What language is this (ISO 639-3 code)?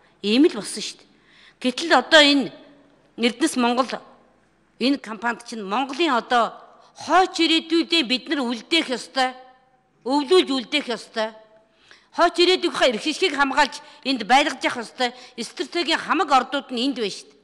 mon